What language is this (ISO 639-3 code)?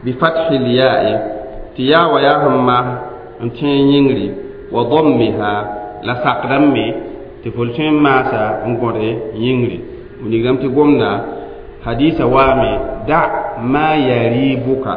mos